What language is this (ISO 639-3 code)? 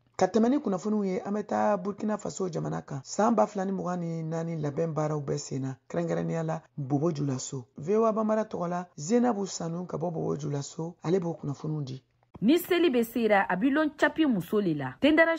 bam